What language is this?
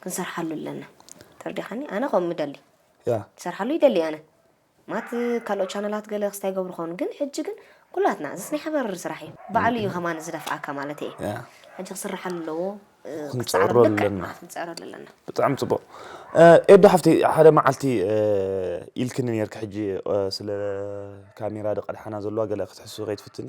Tigrinya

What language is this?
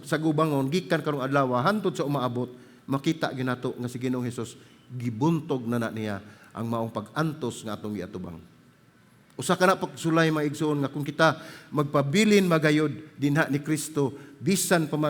Cebuano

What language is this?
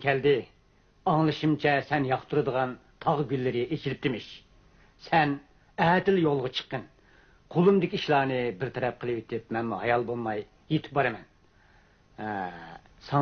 Uyghur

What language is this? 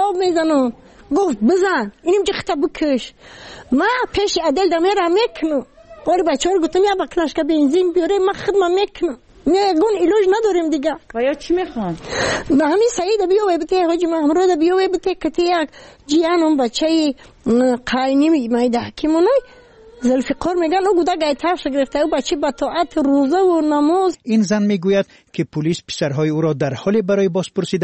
Persian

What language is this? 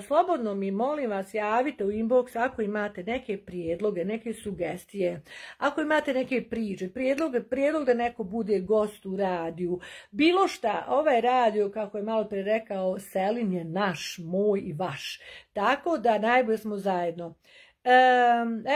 Bosnian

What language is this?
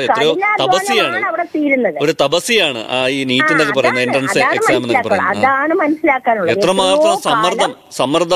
Malayalam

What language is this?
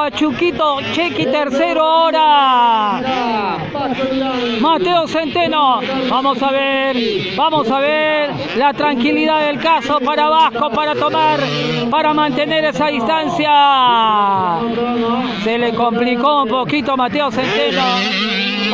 Spanish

